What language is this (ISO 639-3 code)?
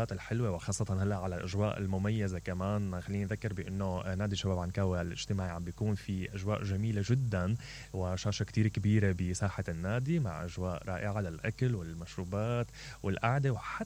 acm